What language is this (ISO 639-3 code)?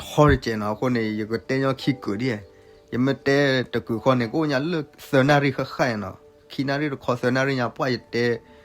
ksw